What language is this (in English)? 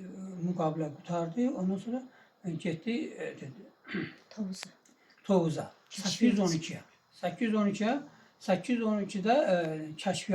Azerbaijani